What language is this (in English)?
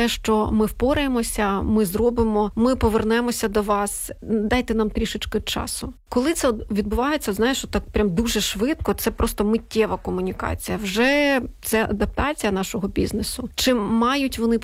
Ukrainian